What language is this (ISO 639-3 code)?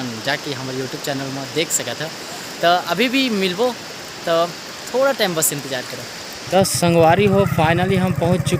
hne